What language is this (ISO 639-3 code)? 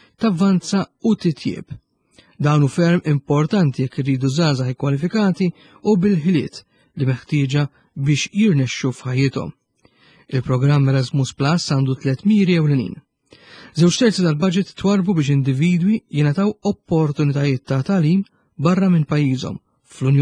mlt